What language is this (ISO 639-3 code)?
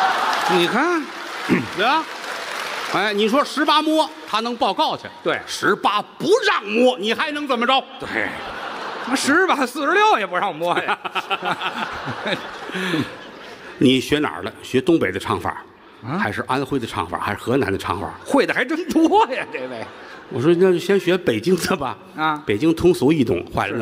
zho